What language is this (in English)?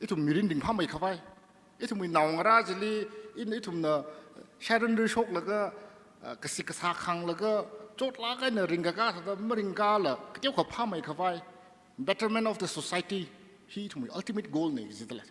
Tangkhul Naga (India)